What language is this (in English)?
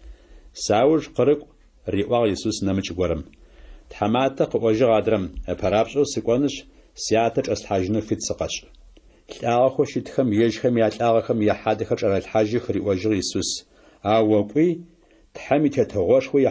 Adyghe